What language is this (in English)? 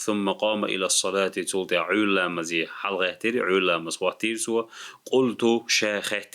Chechen